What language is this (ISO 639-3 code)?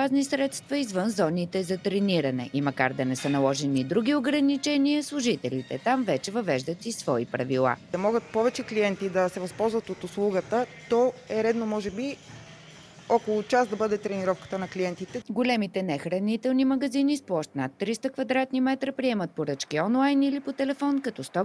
bul